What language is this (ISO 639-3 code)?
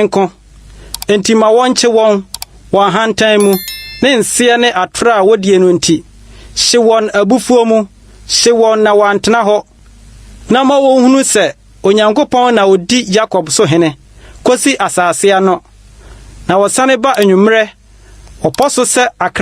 aka